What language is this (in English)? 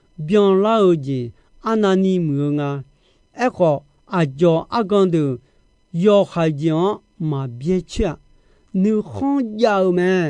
Akha